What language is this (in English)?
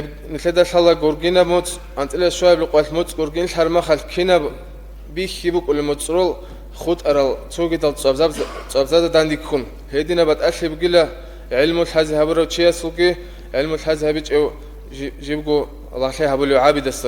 Avaric